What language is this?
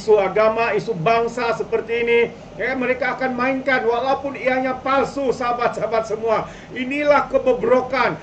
Malay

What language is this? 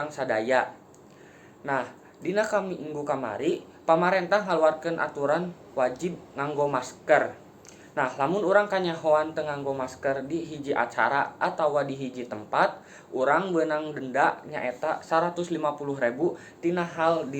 Sundanese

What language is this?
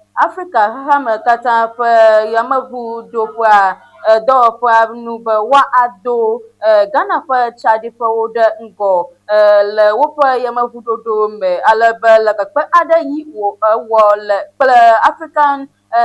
Ewe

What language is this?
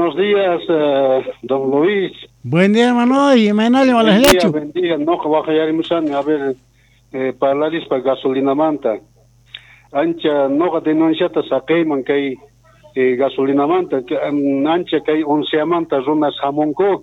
Quechua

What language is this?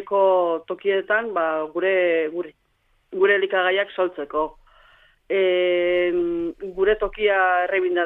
Basque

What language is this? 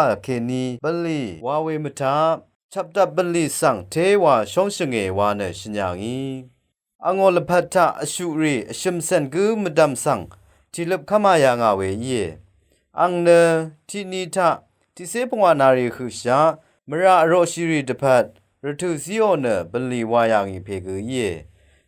Rawang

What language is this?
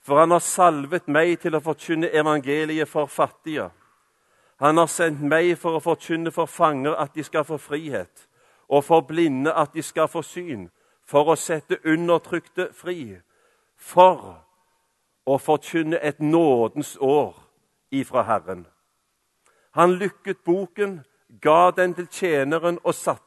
Norwegian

